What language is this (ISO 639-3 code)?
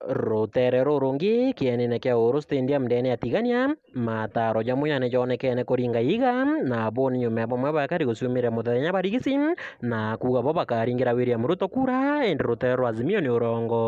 mer